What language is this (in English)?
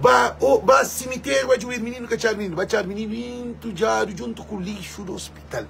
Kabuverdianu